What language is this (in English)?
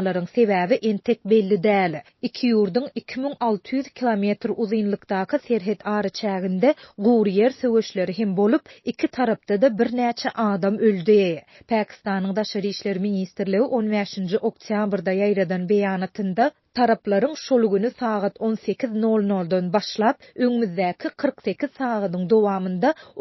Turkmen